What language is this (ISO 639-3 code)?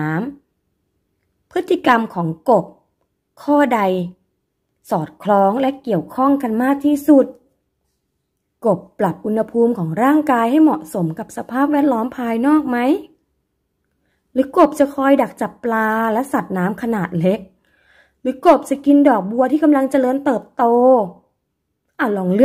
tha